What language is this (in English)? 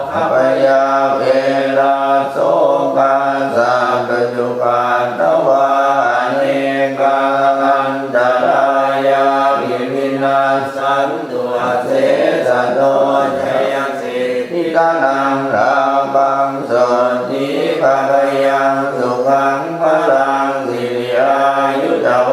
Pali